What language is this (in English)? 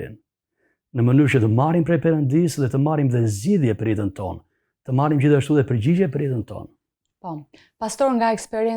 Albanian